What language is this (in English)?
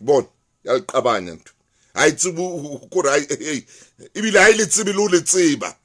Southern Sotho